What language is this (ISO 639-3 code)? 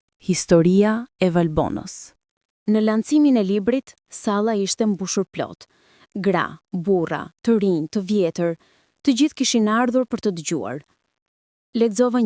sqi